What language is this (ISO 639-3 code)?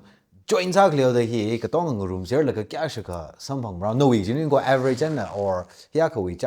nmf